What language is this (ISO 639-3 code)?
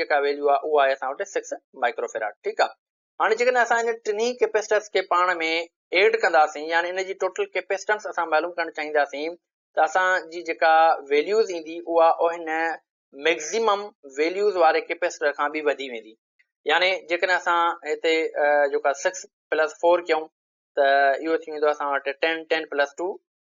snd